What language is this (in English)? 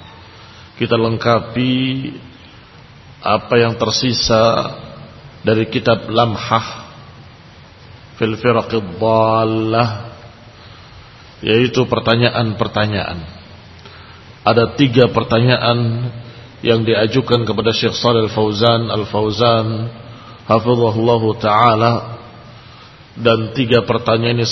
Indonesian